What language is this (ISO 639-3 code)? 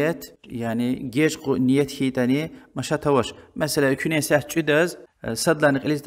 lez